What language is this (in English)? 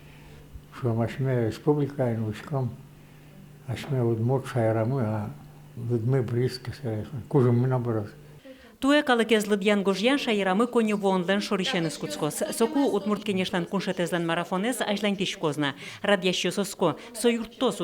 Udmurt